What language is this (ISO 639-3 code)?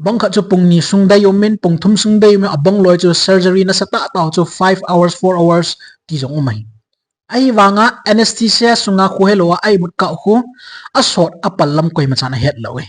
tcz